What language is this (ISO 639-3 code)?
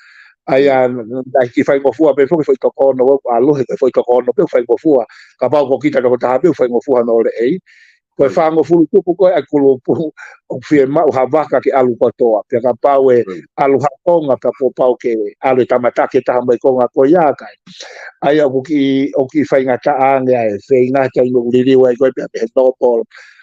ton